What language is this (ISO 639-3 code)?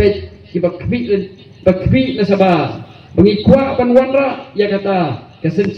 kha